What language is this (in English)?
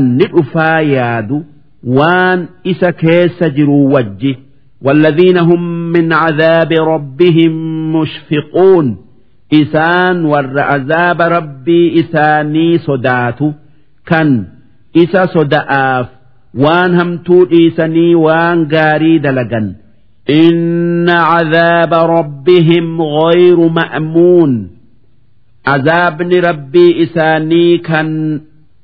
Oromo